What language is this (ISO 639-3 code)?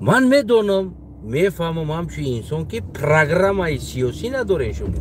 tgk